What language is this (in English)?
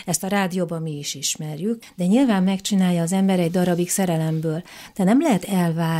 Hungarian